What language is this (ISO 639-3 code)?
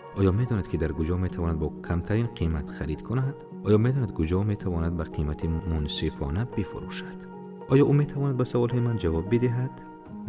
tgk